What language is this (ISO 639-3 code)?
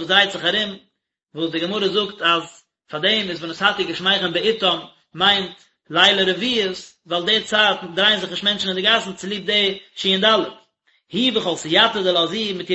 yid